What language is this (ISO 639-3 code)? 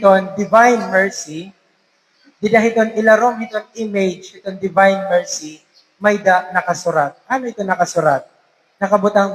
war